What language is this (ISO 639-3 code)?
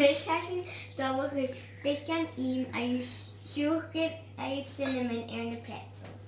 gla